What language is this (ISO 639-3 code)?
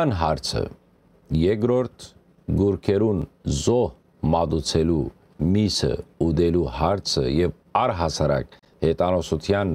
hyw